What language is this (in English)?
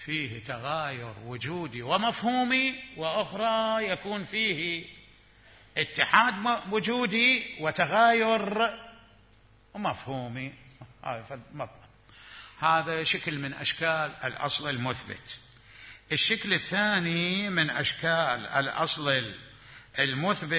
Mesopotamian Arabic